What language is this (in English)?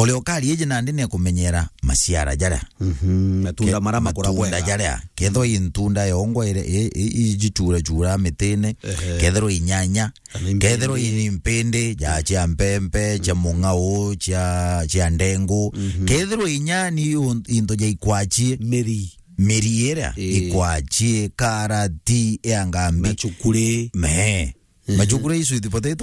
Meru